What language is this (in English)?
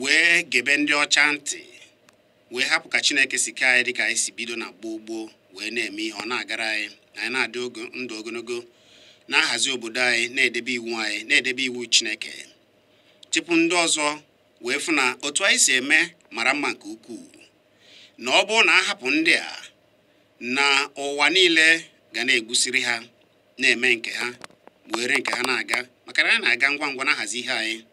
Igbo